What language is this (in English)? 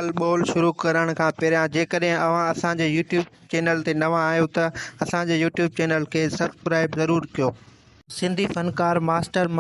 Sindhi